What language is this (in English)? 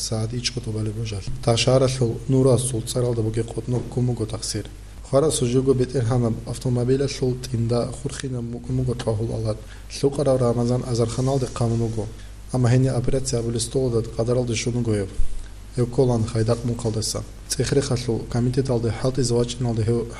Avaric